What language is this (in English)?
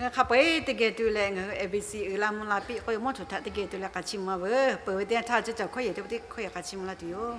Lahu